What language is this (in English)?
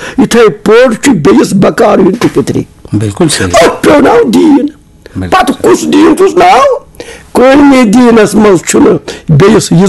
Kashmiri